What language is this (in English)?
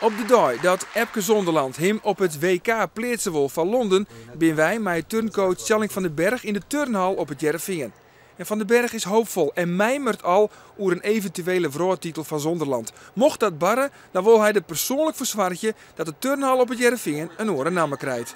Western Frisian